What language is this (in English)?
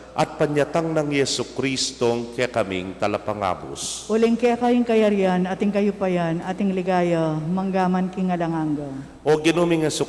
Pampanga